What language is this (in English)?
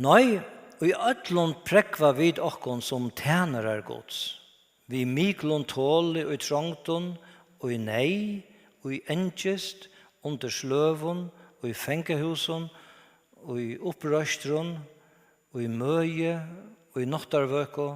Faroese